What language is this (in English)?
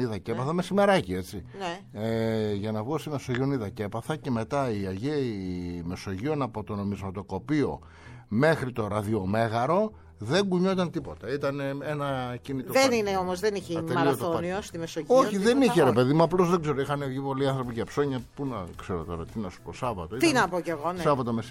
Greek